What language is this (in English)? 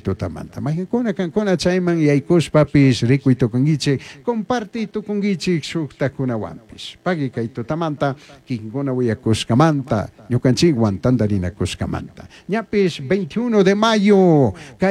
Chimborazo Highland Quichua